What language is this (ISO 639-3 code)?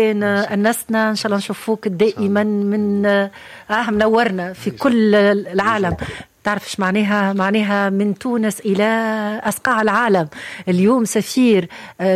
aeb